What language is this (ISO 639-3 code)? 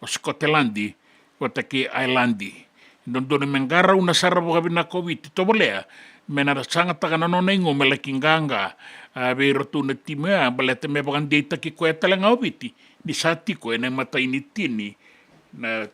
fij